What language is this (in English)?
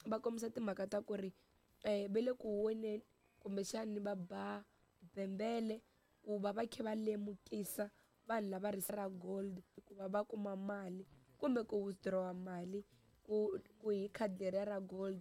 Tsonga